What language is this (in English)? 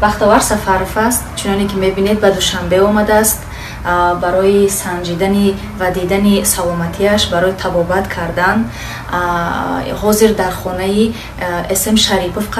Tajik